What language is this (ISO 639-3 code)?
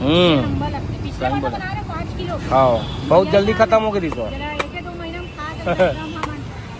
hne